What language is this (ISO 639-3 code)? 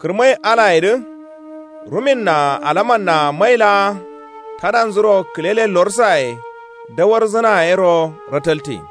kau